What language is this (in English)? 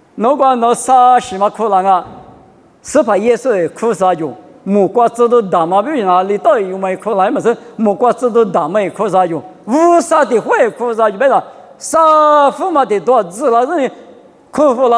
Lisu